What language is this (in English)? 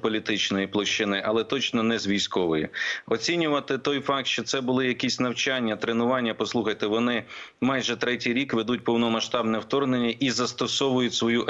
Ukrainian